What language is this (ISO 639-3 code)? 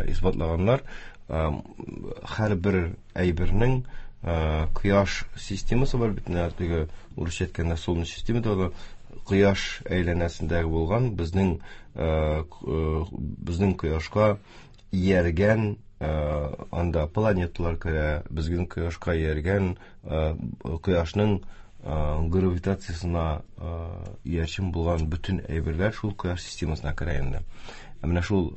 tat